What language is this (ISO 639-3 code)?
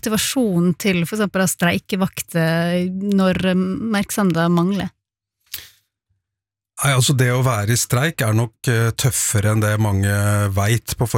nor